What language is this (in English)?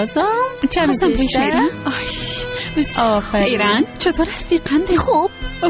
Persian